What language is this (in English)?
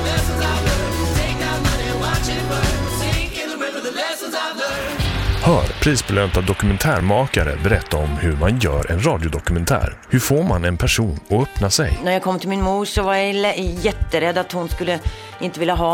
Swedish